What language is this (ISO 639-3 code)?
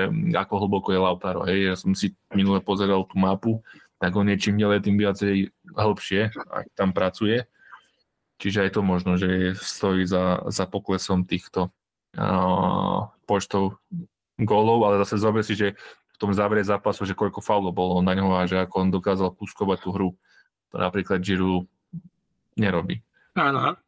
slk